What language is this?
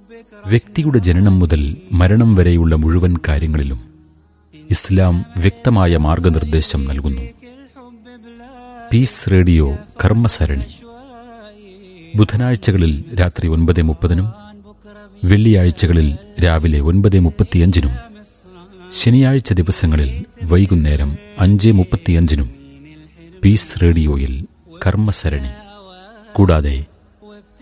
Malayalam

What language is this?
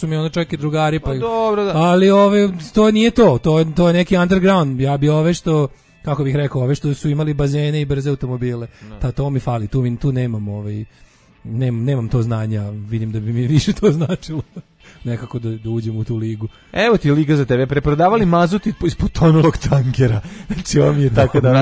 Serbian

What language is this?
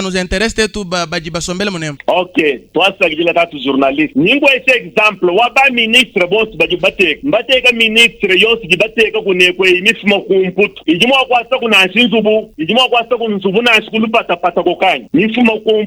Luba-Lulua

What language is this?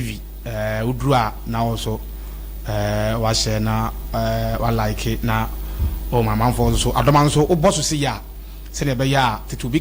Akan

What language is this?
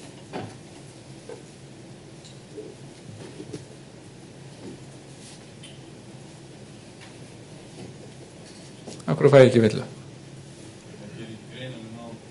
Icelandic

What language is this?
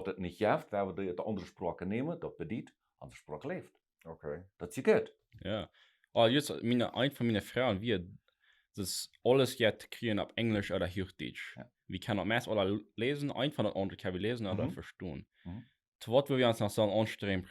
Plautdietsch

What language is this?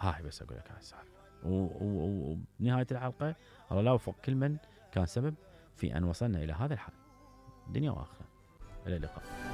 Mesopotamian Arabic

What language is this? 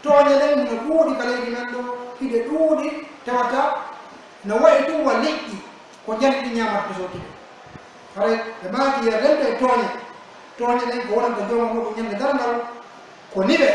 Pular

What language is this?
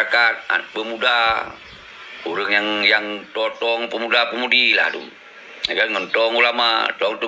Achinese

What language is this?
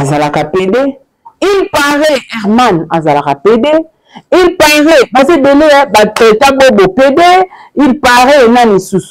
Lingala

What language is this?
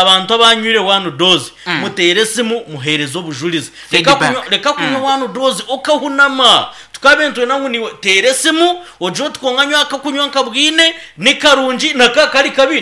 Nyankole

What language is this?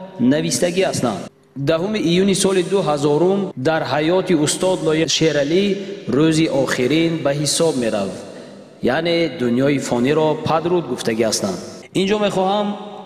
Tajik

